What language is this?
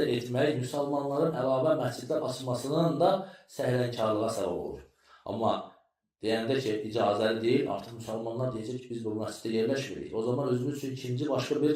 Azerbaijani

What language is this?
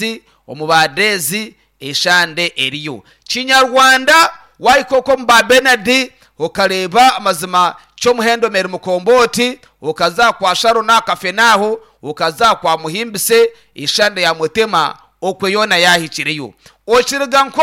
Nyankole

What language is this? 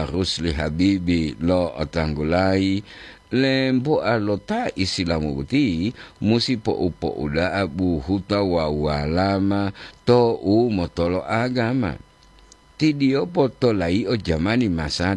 Gorontalo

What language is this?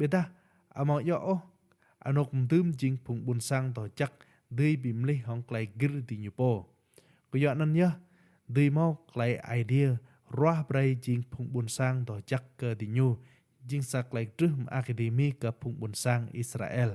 Rade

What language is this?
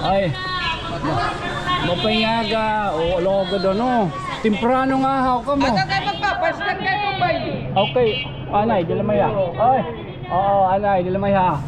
Waray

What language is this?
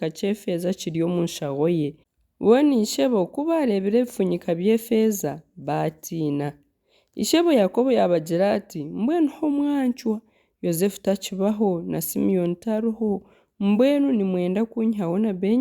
Nyankole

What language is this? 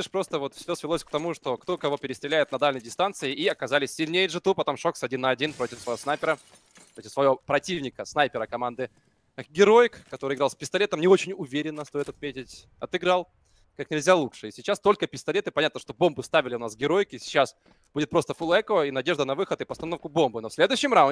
Russian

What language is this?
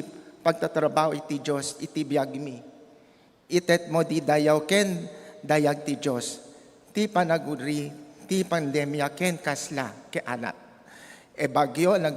Iloko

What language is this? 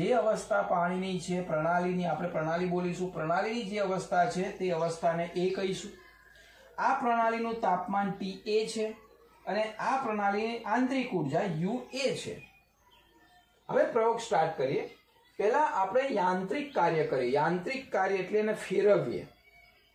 Gujarati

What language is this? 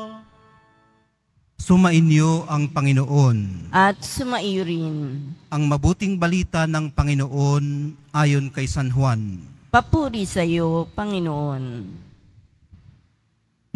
Filipino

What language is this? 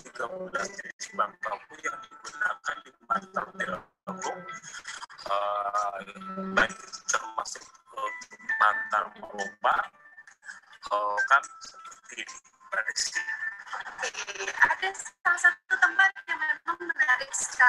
Indonesian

